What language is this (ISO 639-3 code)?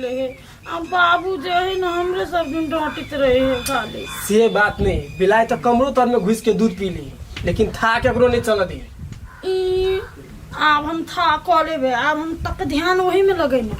mai